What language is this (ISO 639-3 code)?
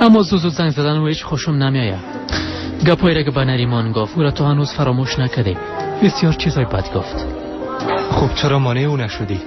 tgk